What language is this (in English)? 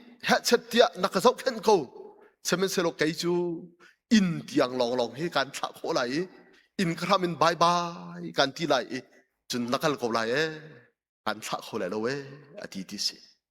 Hakha Chin